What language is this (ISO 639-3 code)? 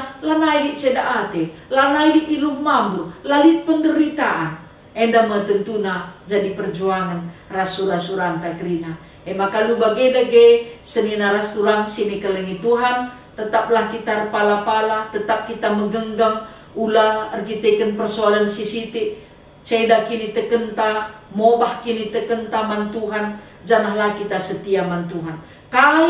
btx